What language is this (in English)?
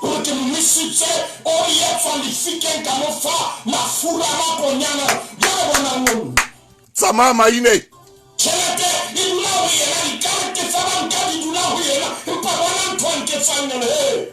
Southern Sotho